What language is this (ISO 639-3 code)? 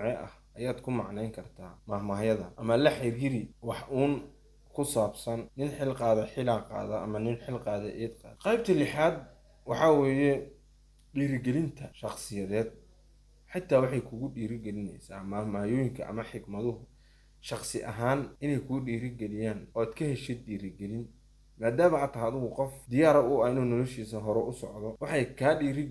som